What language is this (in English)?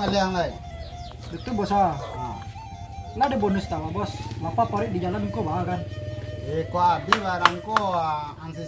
Minangkabau